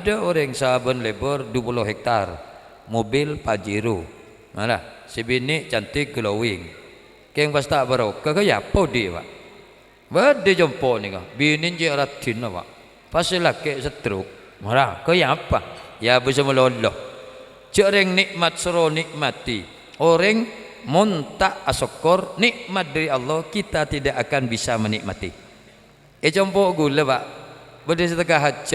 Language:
Madurese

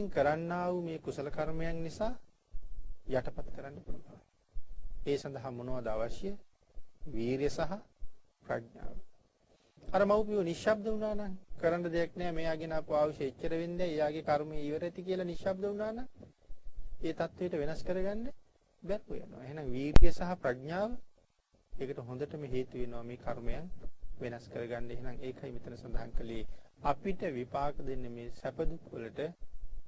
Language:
Sinhala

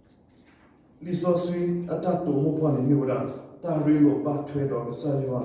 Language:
S'gaw Karen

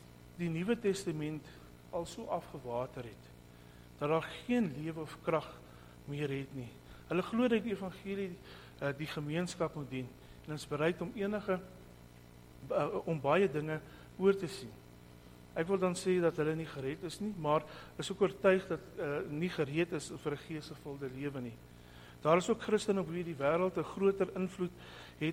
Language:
Afrikaans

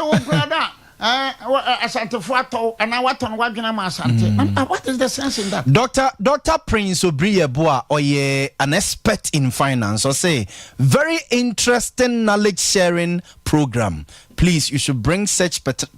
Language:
Akan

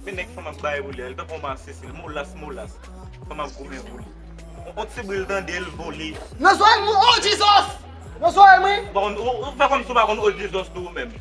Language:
Haitian Creole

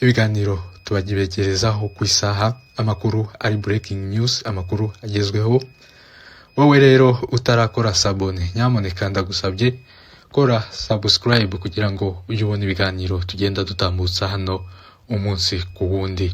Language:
Kinyarwanda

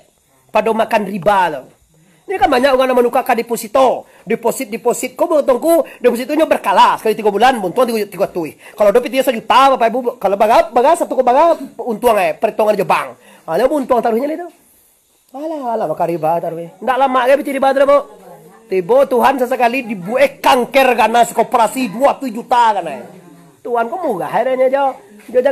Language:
Minangkabau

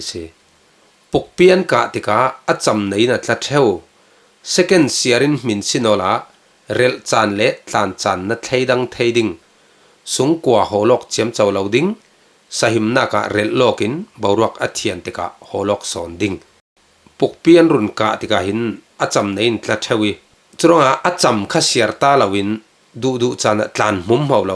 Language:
Falam Chin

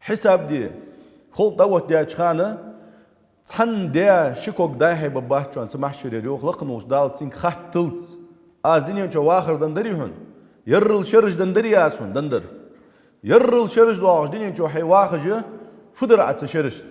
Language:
Ingush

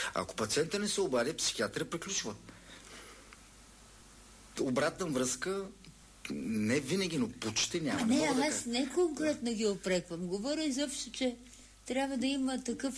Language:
Bulgarian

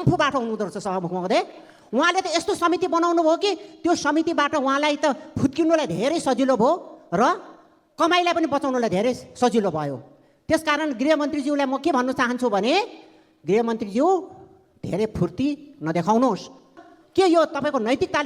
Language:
Nepali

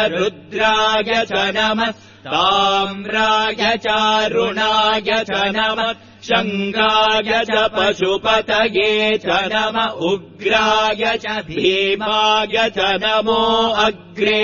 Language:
Sanskrit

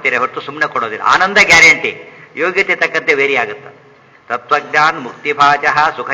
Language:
Kannada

